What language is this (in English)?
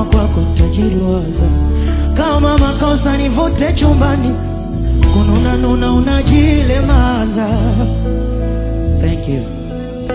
Swahili